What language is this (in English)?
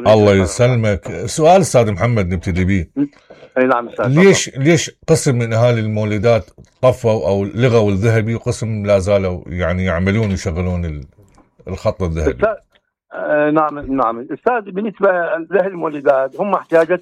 Mesopotamian Arabic